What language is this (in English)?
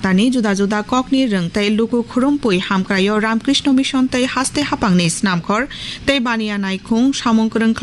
Kok Borok